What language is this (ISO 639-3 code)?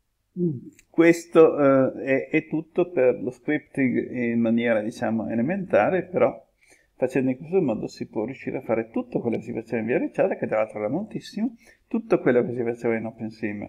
ita